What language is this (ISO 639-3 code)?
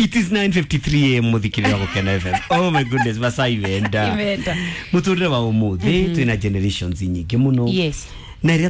kik